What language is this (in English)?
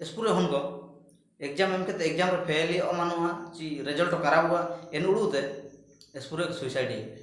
Ho